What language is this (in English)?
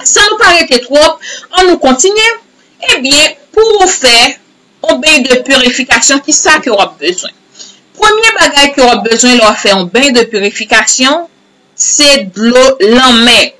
Haitian Creole